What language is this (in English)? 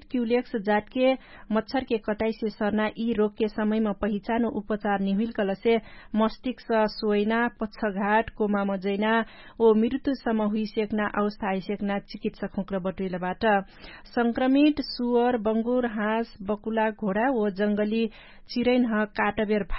Dangaura Tharu